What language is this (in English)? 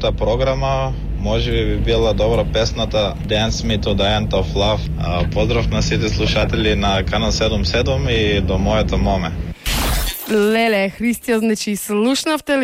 Macedonian